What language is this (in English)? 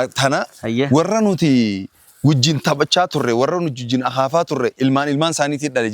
Oromo